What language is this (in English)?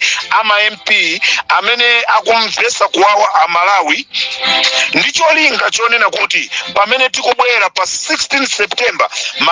Nyanja